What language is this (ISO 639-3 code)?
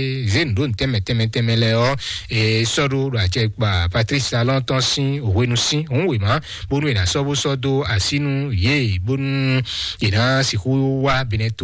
fon